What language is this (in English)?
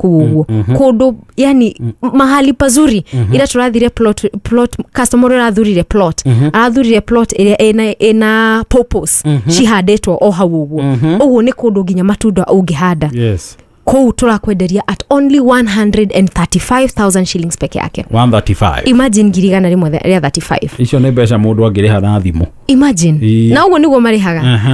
Kikuyu